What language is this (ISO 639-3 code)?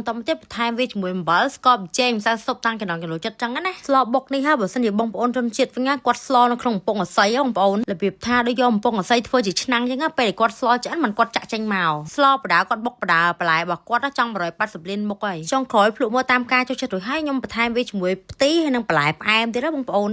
khm